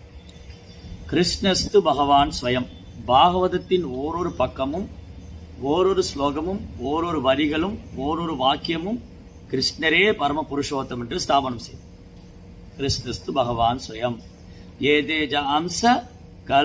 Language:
Tamil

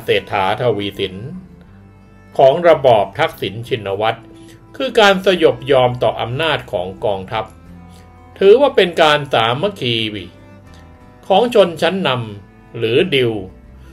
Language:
Thai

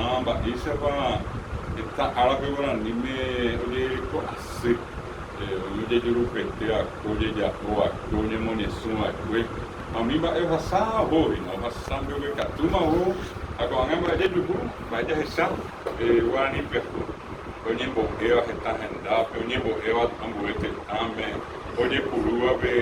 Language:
Guarani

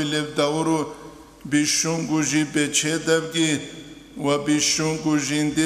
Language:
Avaric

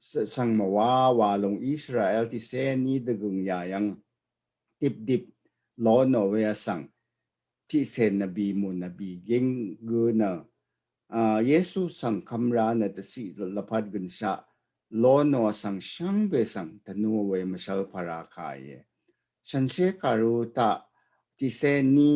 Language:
Rawang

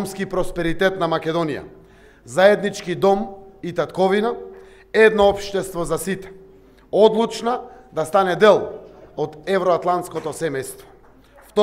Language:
Macedonian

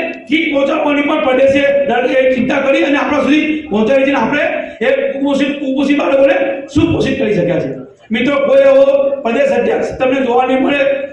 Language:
Gujarati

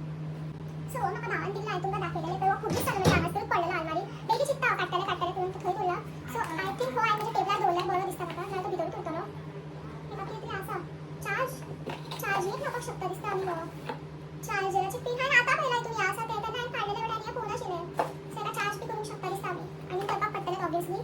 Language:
Konkani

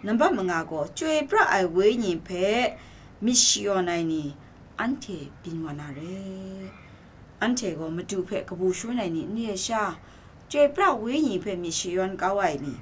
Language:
Kachin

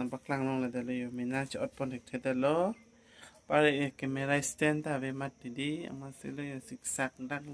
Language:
Karbi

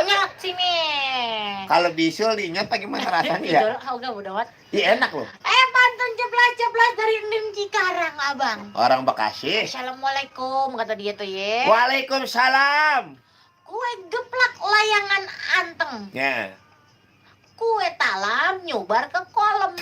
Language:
Betawi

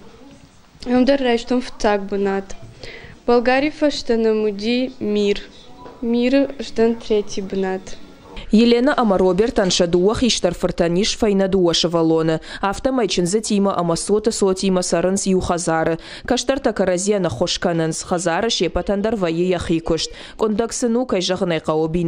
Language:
Ossetic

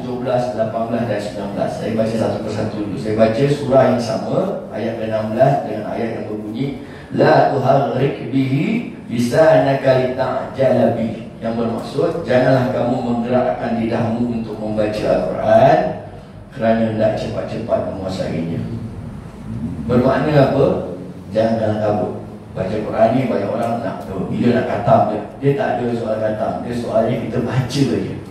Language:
Malay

